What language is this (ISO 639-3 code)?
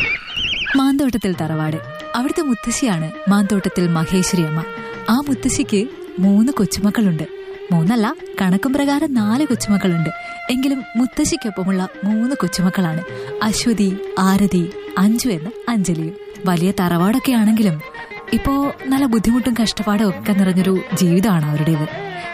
mal